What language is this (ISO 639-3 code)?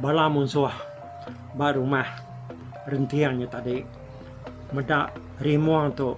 iba